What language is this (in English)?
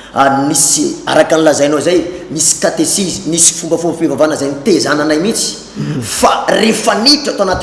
Malagasy